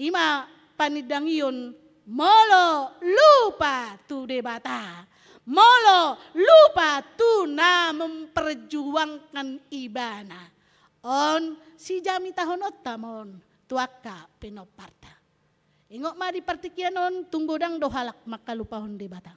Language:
Batak Toba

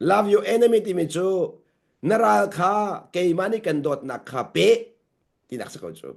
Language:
Hakha Chin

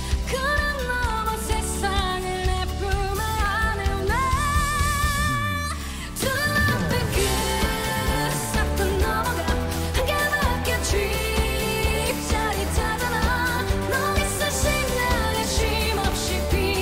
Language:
Korean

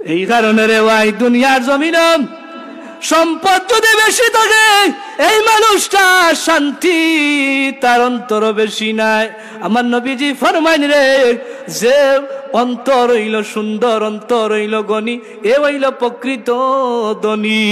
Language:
Sylheti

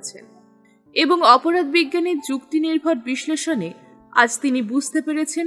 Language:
Bangla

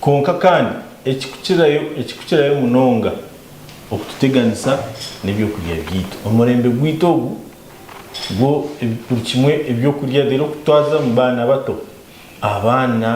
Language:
Nyankole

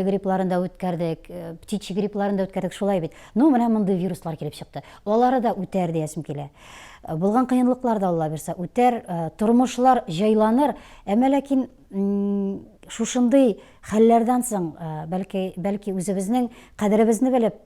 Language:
Tatar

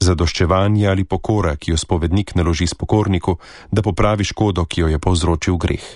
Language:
Slovenian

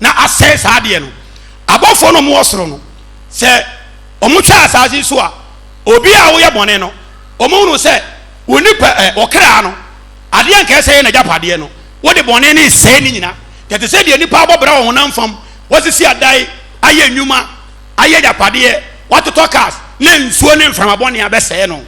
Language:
Akan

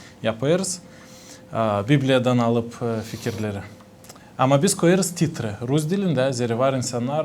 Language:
Gagauz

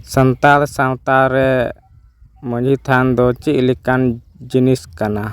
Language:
Santali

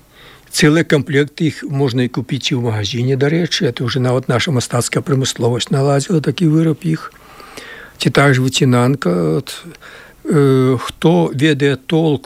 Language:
Belarusian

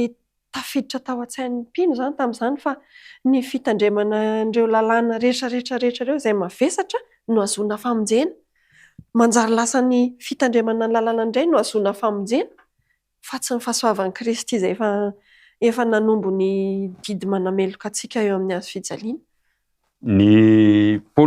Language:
Malagasy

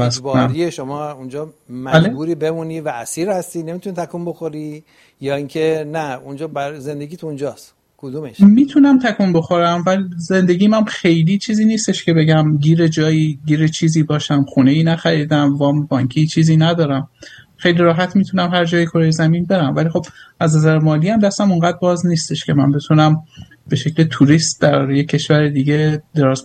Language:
Persian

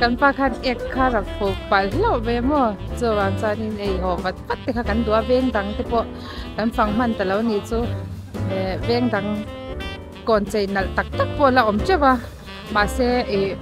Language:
Mizo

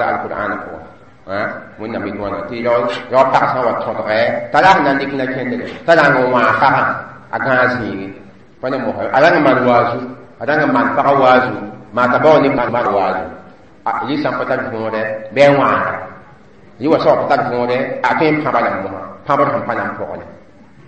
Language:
Mossi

